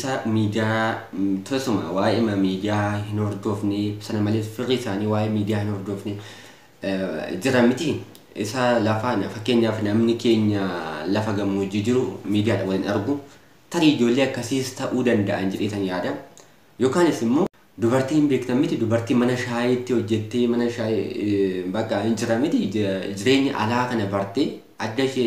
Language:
Oromo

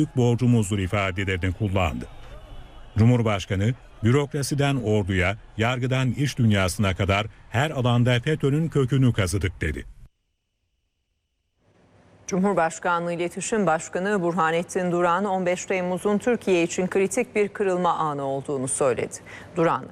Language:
Turkish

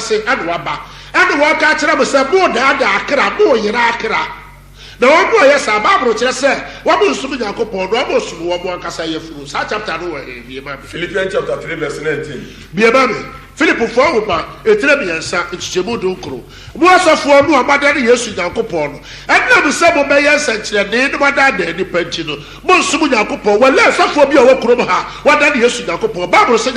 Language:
Akan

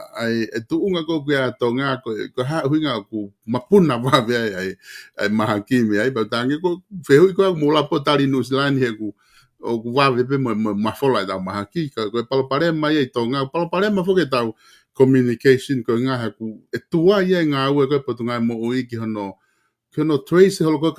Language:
Tongan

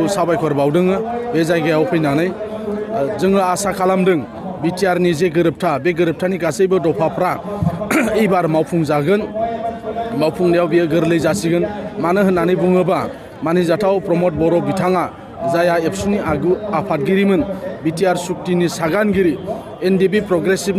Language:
Bodo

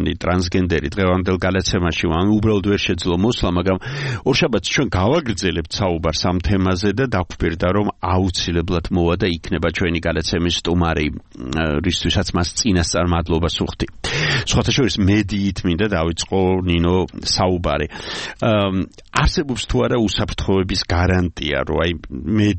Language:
Georgian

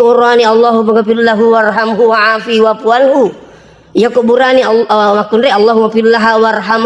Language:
Buginese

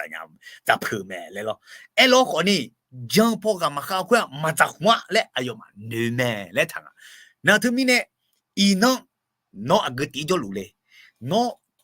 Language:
Akha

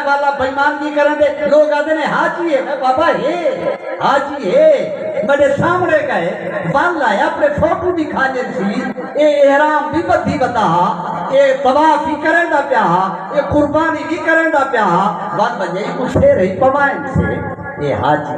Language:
Saraiki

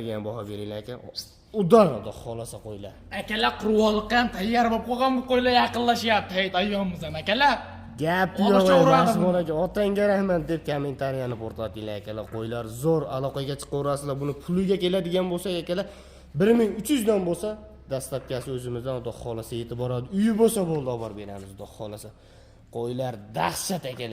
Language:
Uzbek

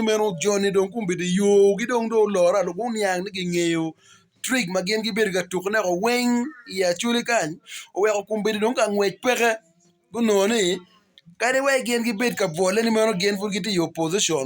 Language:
Acoli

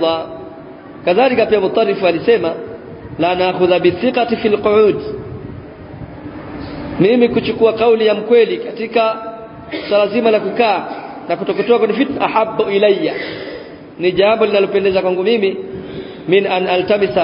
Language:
Swahili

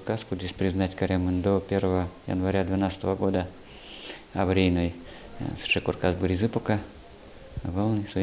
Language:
Udmurt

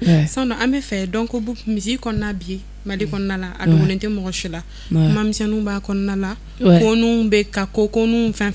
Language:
Bambara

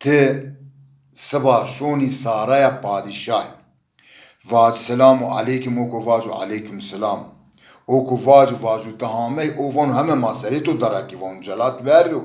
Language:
Zaza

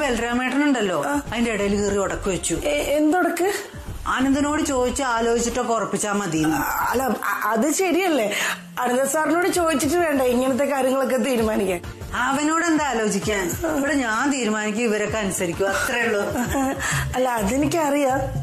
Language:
Malayalam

